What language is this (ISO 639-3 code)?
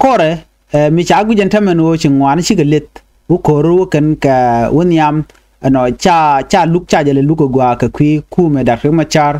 nus